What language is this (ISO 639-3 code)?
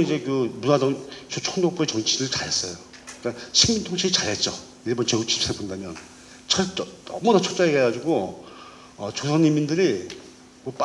kor